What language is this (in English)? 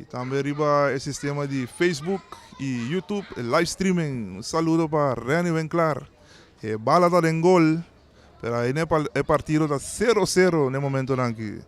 Papiamento